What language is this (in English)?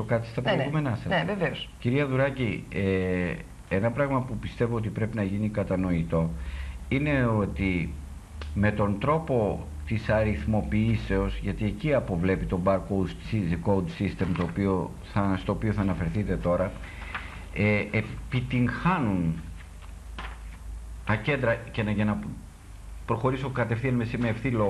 Greek